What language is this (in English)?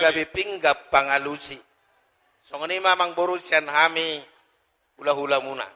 Batak Toba